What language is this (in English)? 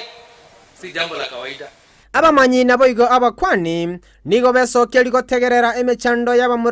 Gusii